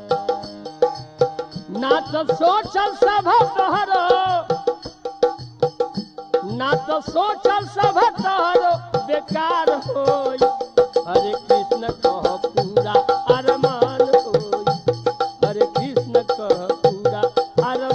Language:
Bhojpuri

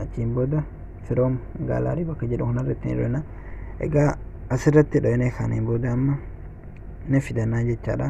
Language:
Oromo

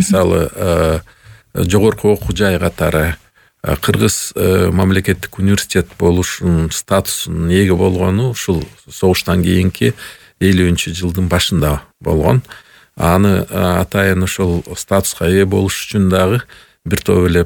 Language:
Kyrgyz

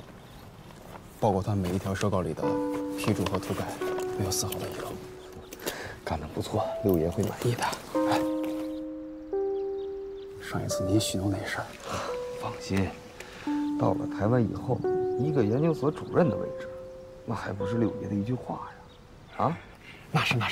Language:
Chinese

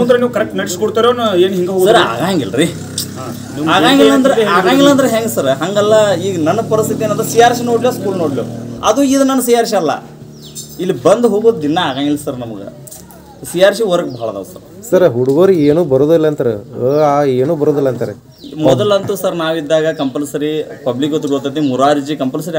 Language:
Kannada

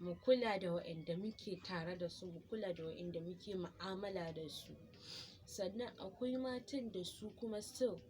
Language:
Hausa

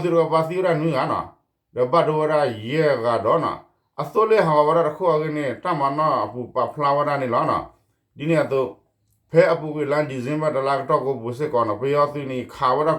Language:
S'gaw Karen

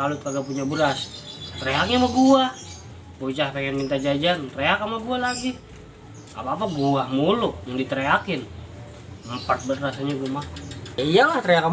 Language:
Betawi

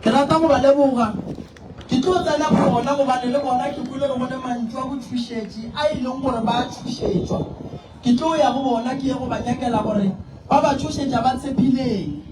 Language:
Northern Sotho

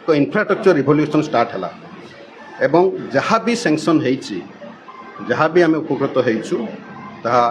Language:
Odia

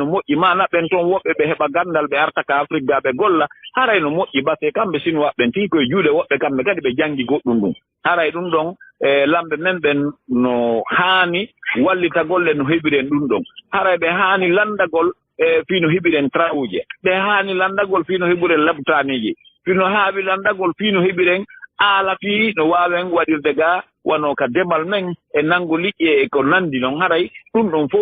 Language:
Fula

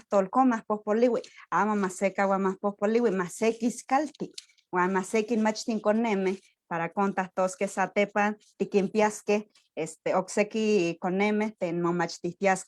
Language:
Eastern Huasteca Nahuatl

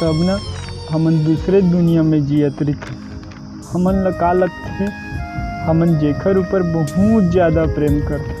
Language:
Chhattisgarhi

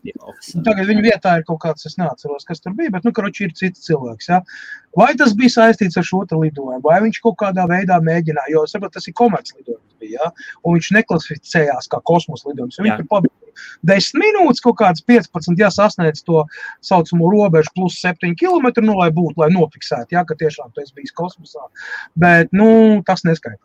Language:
Latvian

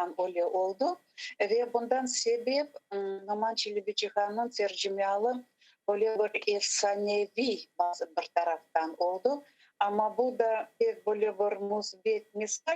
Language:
Crimean Tatar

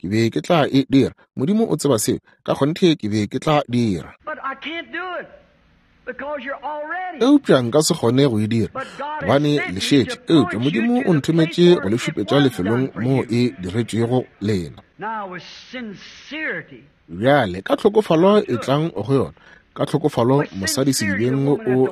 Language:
Northern Sotho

